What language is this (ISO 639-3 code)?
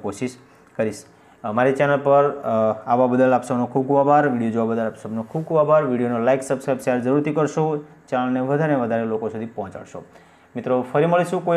guj